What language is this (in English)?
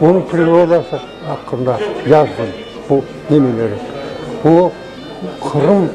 Crimean Tatar